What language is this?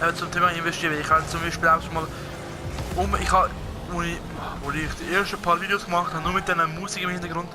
Swiss German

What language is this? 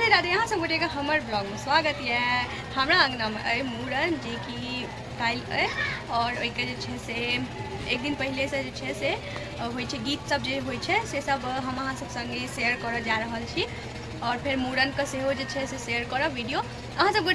Maithili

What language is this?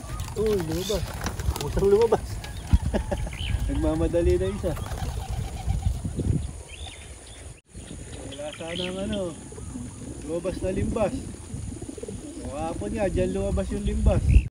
Filipino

